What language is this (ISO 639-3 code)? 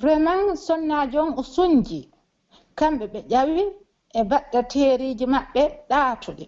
fuf